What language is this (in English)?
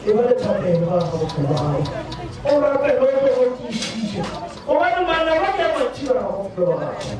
Northern Sotho